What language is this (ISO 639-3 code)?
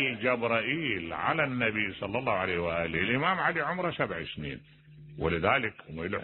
acm